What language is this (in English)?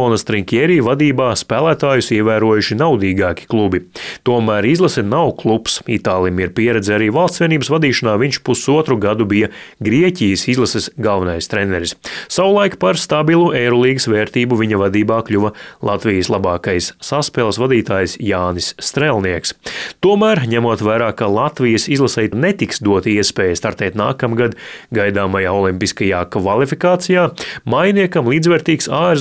Latvian